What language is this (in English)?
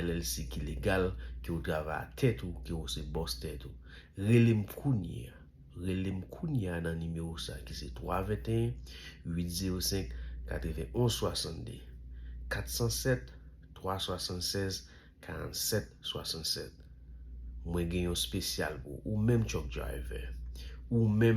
Haitian Creole